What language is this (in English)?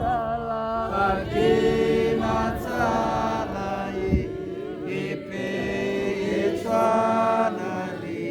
Tswana